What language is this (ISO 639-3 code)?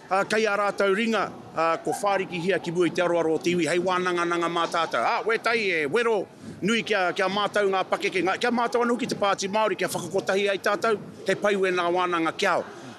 mri